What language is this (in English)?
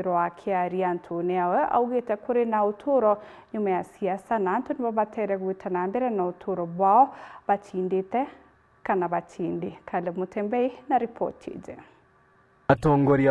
Meru